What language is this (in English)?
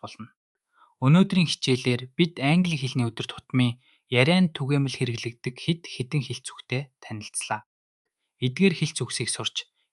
Mongolian